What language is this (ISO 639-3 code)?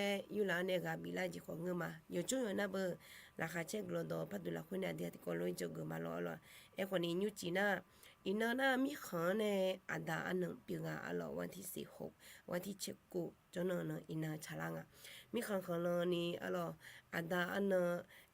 ahk